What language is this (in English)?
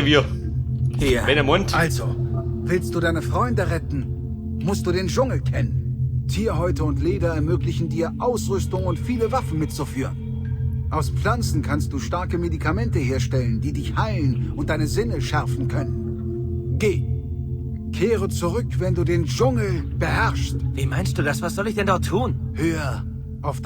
Bavarian